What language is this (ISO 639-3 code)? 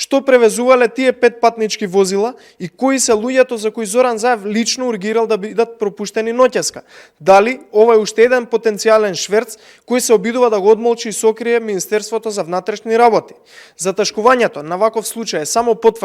mkd